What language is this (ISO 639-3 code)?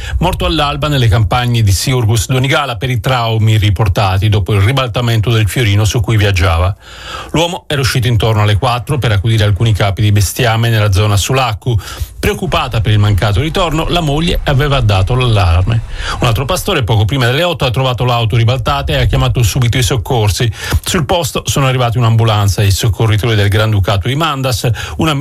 ita